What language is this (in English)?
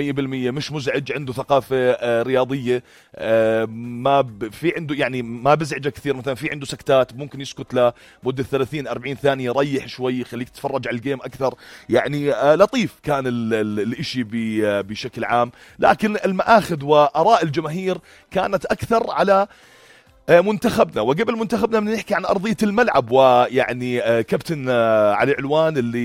North Levantine Arabic